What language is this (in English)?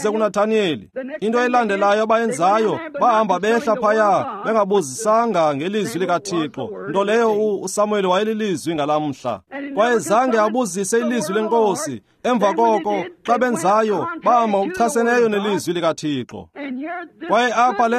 Xhosa